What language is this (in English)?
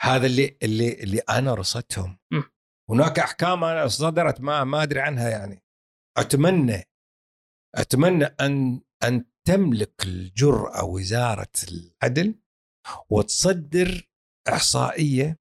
Gulf Arabic